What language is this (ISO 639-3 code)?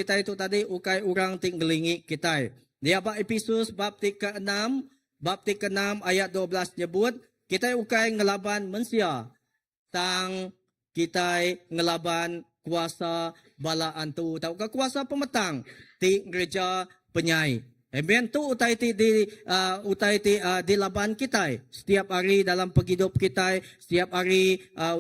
iba